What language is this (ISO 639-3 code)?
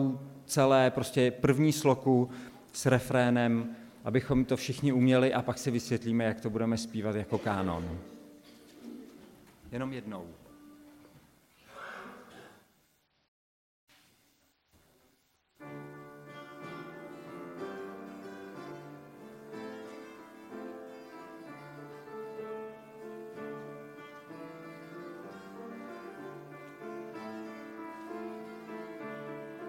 ces